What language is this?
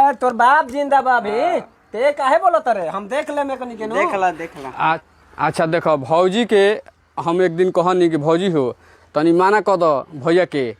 Bhojpuri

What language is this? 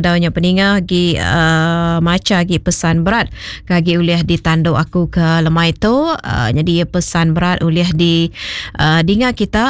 Iban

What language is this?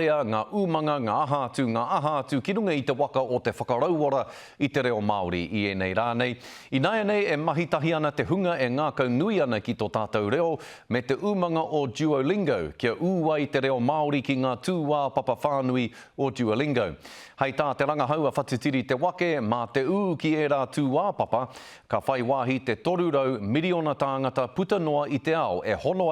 Māori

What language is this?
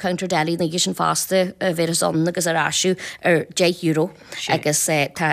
Irish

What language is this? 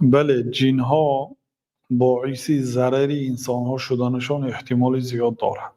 Tajik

